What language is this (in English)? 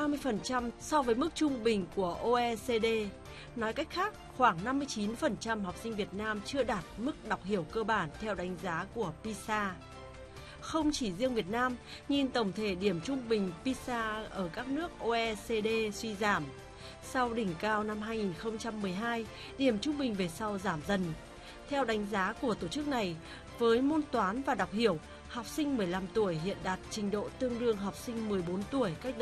Vietnamese